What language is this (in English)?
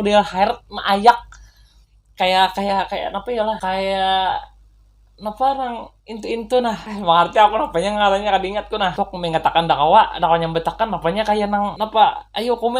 Banjar